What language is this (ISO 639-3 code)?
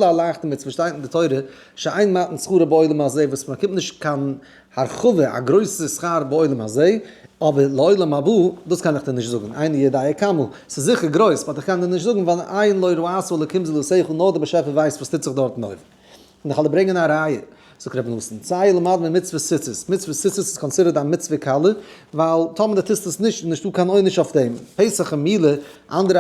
yid